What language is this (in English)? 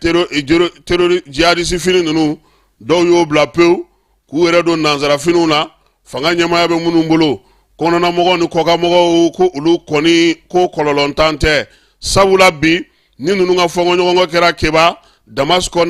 Bambara